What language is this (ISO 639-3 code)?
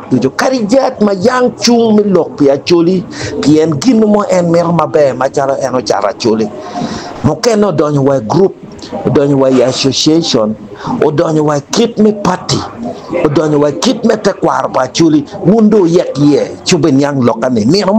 ach